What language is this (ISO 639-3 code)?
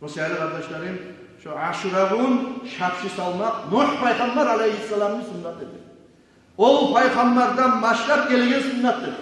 kum